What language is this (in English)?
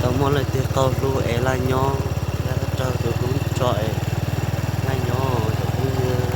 Hmong